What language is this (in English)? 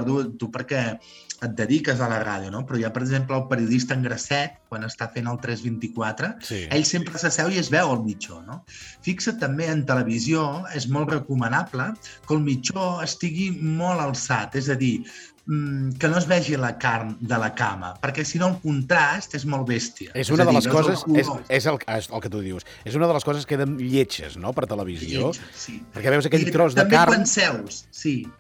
Catalan